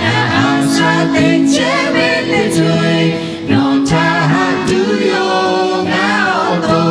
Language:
Lahu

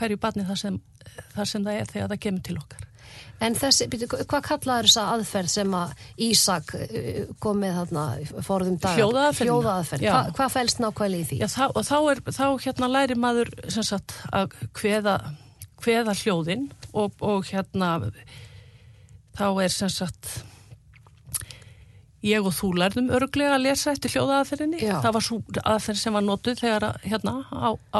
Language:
Icelandic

